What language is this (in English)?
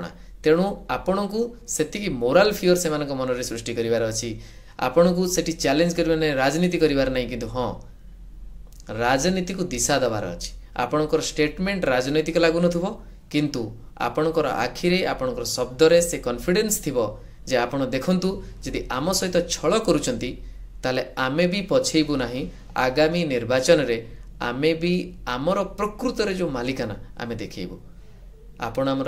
Odia